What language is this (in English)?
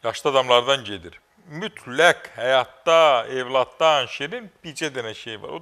Azerbaijani